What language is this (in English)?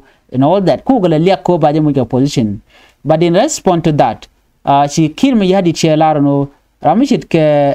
Nuer